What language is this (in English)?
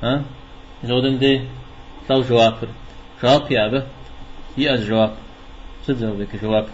Kabardian